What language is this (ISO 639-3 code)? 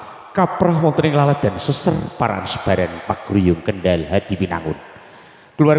jav